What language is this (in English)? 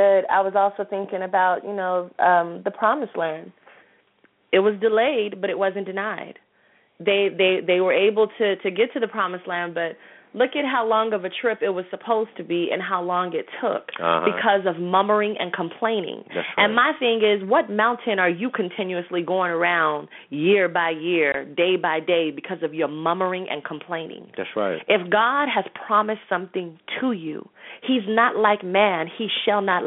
English